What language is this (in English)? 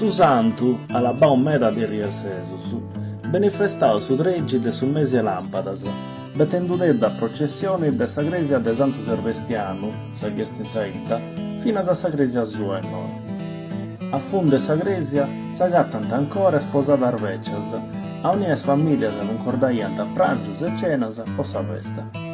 Sardinian